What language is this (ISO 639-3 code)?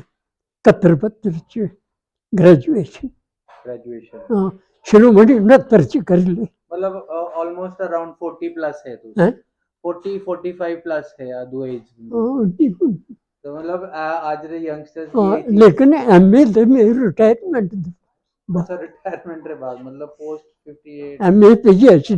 doi